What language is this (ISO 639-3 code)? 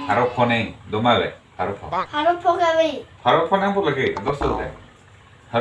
mjw